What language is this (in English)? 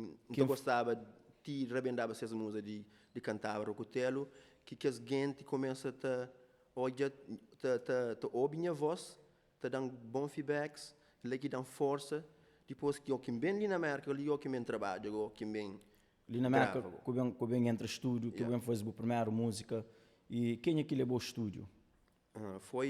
Kabuverdianu